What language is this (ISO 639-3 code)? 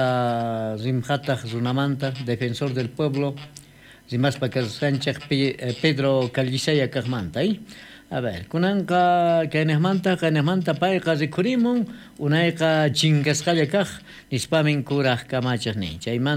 quh